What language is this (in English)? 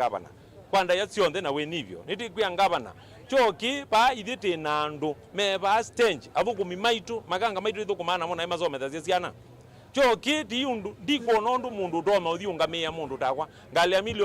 Kamba